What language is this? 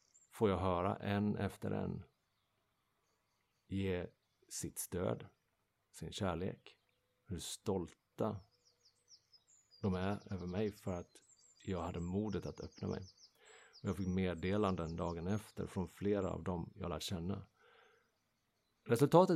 Swedish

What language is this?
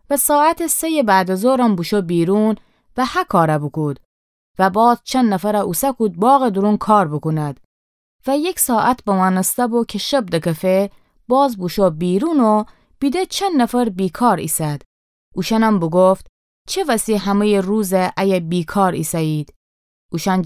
Gilaki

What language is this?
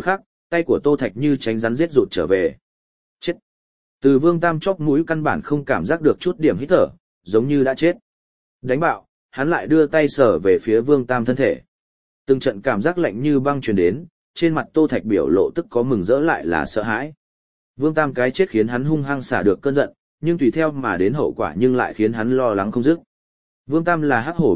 Vietnamese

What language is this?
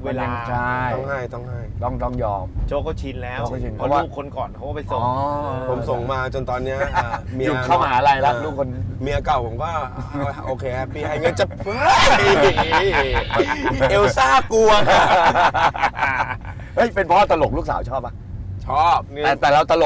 Thai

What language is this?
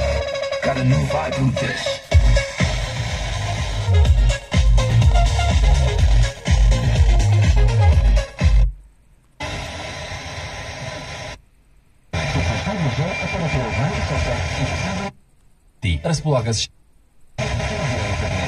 Bulgarian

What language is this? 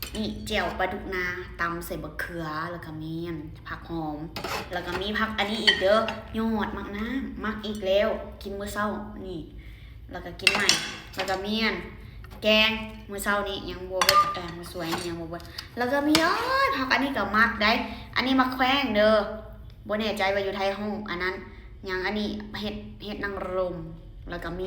Lao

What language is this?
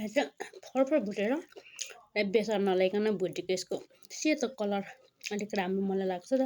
Nepali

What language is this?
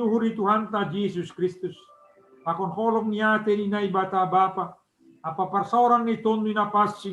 Batak Simalungun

